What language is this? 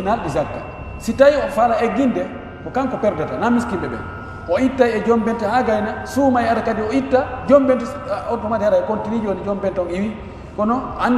Pular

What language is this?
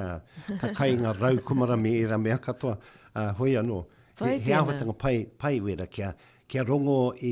Māori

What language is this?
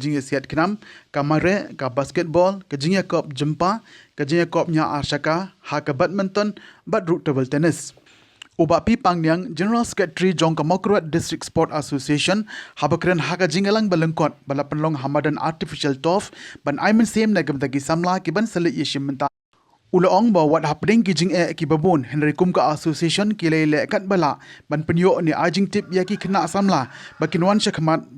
Khasi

